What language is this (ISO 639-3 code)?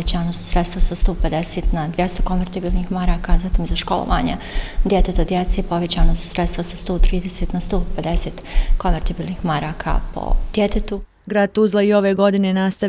bos